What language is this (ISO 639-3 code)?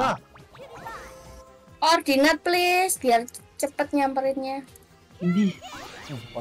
ind